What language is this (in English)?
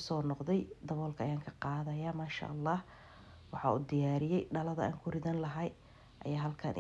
Somali